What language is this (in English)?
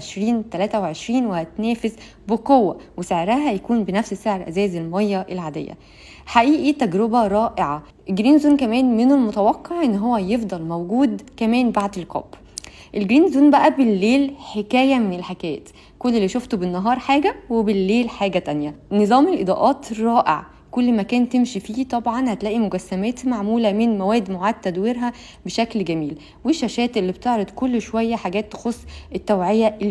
Egyptian Arabic